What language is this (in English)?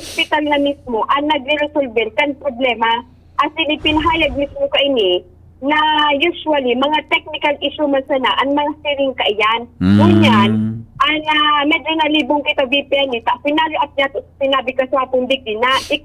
Bikol